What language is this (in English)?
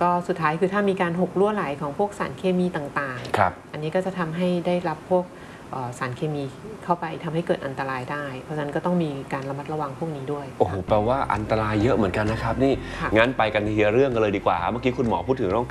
Thai